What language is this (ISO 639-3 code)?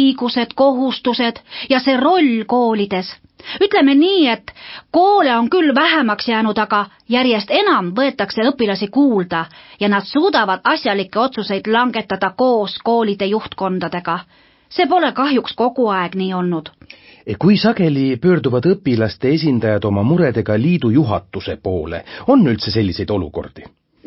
est